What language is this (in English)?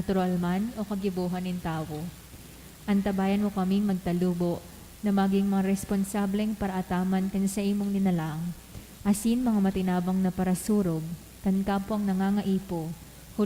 Bikol